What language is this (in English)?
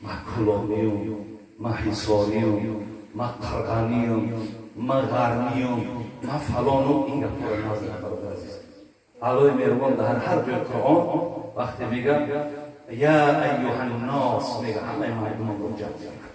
Tajik